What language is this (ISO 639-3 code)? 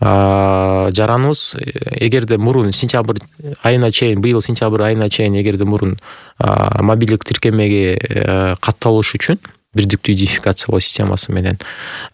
kir